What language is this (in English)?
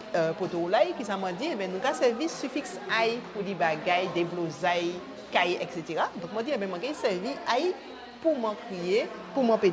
Guadeloupean Creole French